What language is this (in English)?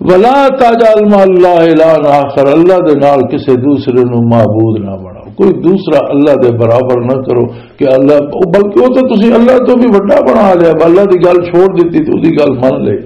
Western Panjabi